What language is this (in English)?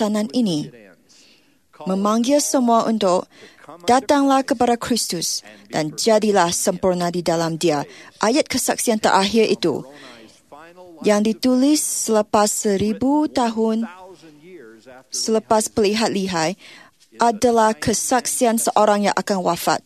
Malay